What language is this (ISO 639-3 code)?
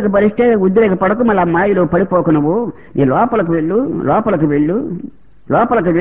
tel